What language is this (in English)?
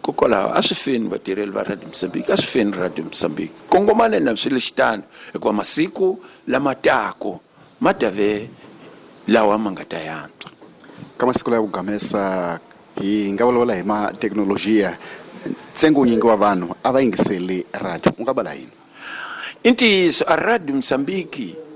Tsonga